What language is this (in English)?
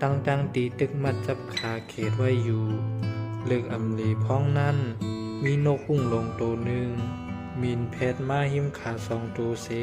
Shan